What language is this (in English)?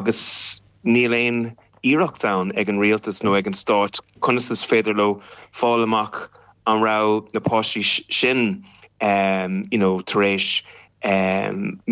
Irish